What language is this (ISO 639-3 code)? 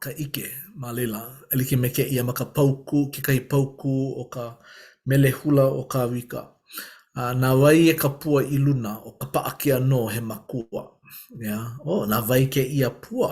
haw